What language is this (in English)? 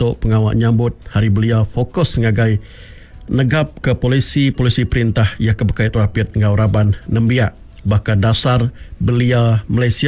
Iban